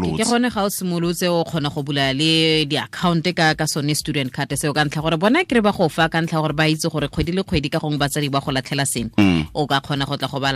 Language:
Tswana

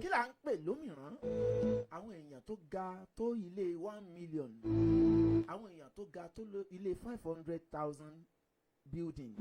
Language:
Yoruba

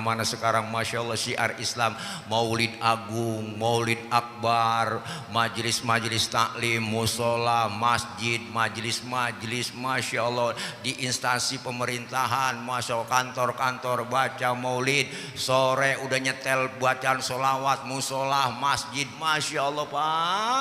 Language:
Betawi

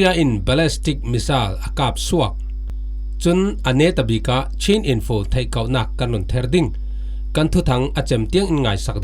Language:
Falam Chin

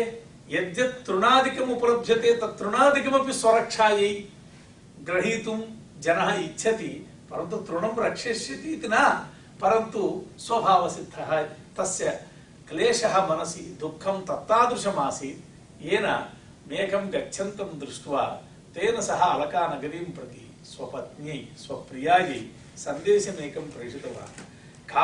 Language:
Sanskrit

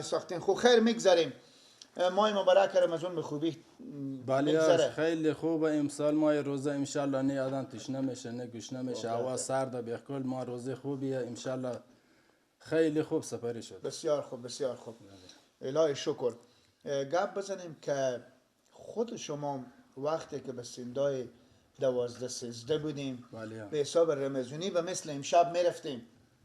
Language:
Persian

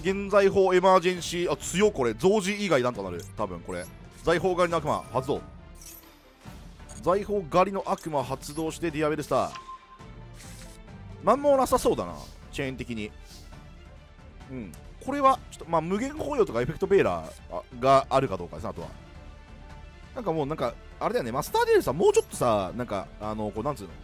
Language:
Japanese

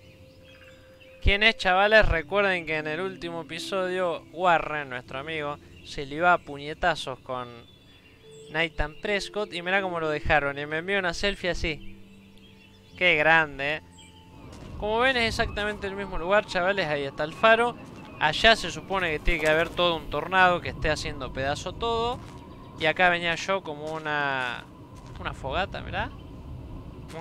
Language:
Spanish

